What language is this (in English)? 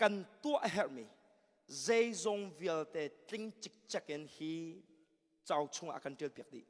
Hakha Chin